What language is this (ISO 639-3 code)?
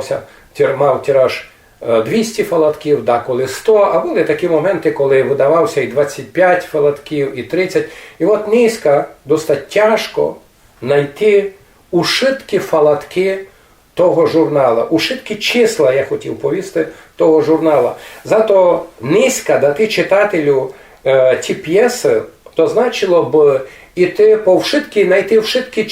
rue